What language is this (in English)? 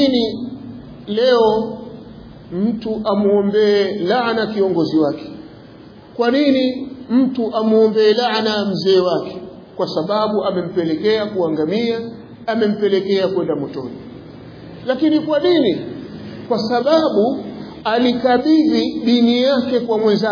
Swahili